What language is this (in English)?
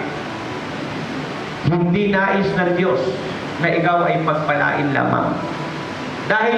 Filipino